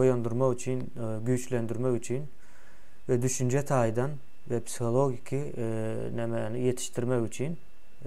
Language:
Turkmen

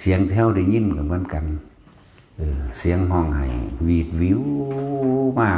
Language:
Lao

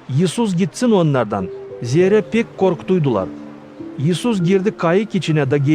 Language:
Gagauz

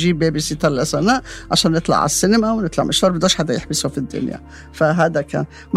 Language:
North Levantine Arabic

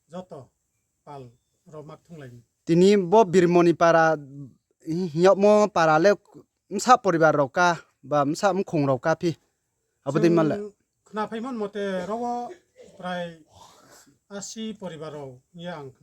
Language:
Riang (India)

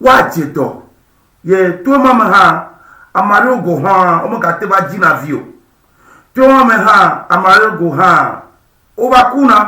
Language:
Ewe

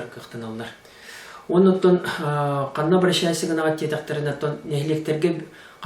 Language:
Yakut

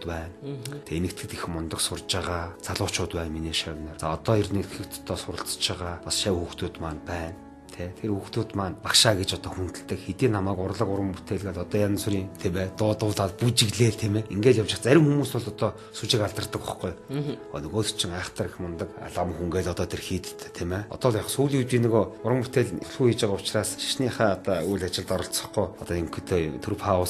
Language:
Mongolian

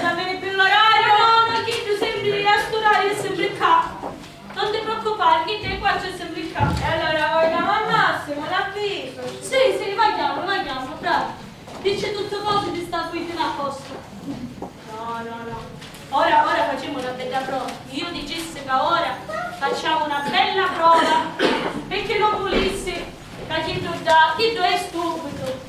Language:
Sicilian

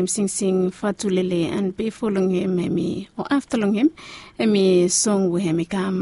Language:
Bislama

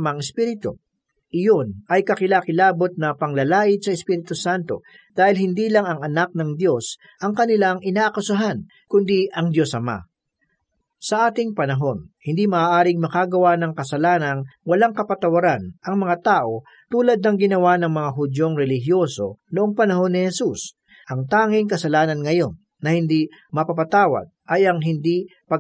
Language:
Filipino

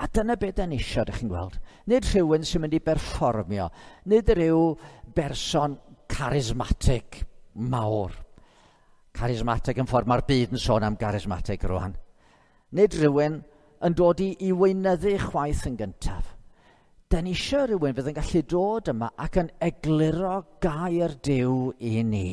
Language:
Welsh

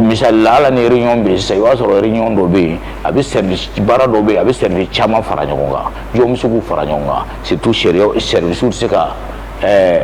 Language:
Bambara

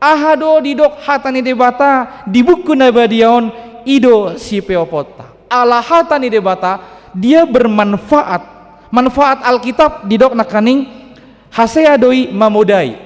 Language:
Batak Toba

